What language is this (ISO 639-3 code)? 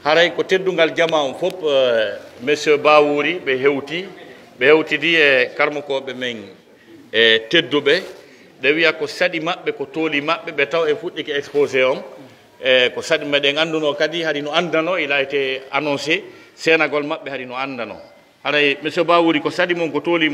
fuf